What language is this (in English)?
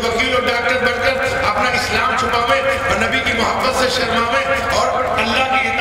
Urdu